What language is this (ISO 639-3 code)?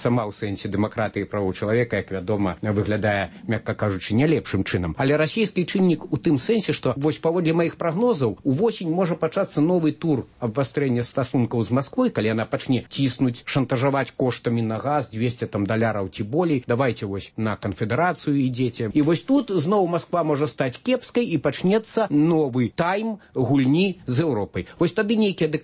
bel